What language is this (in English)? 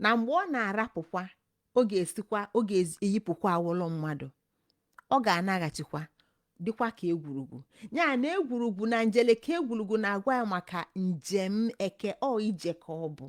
Igbo